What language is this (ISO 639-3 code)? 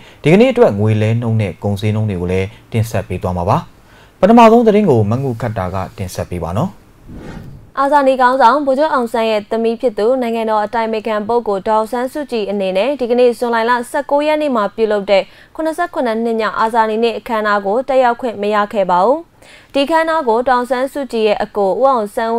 mya